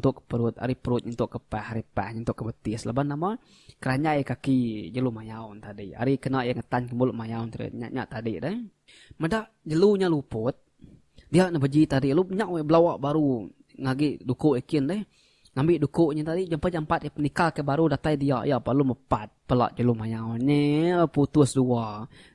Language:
Iban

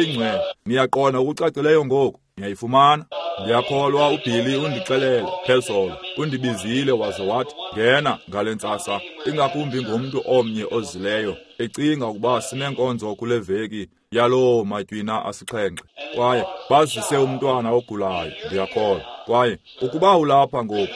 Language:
Xhosa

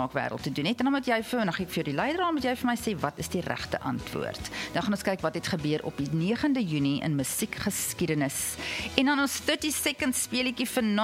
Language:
Afrikaans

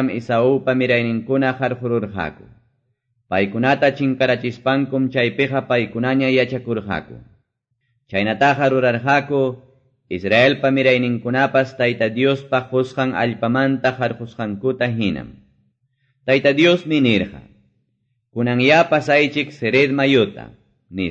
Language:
Quechua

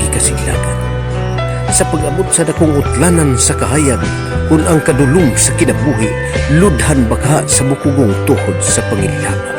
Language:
Cebuano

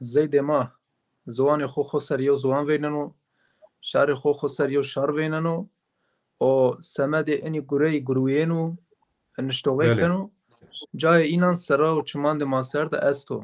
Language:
Zaza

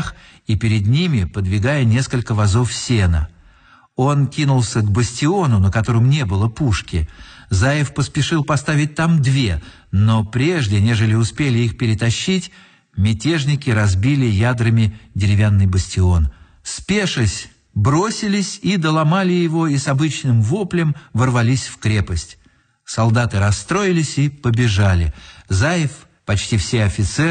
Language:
Russian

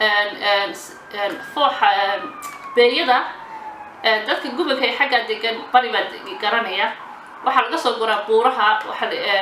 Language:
Somali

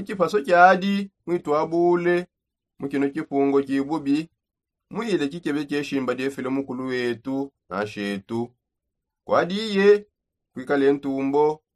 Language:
Songe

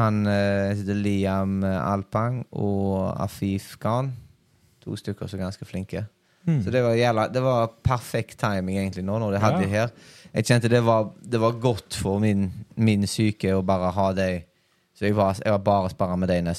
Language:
Norwegian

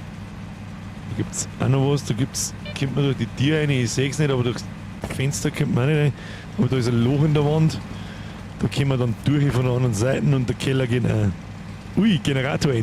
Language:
Bavarian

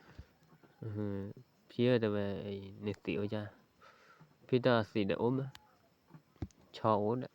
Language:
S'gaw Karen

